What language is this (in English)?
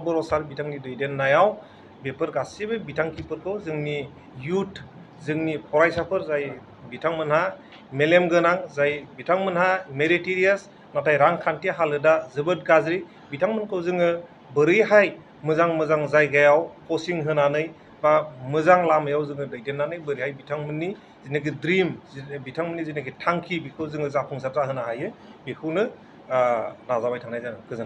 Bodo